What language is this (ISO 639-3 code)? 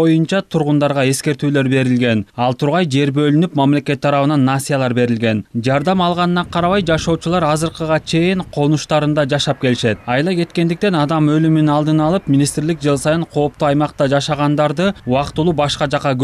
kir